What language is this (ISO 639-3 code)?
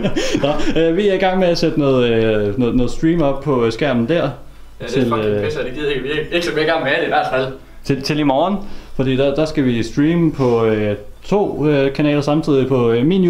dan